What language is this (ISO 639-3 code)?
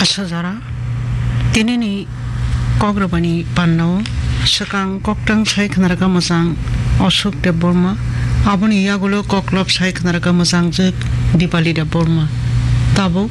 trp